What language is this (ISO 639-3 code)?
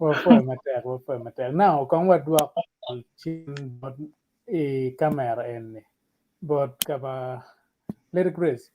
ach